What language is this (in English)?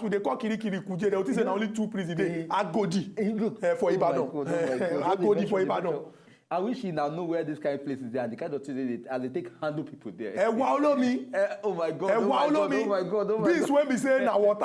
Nigerian Pidgin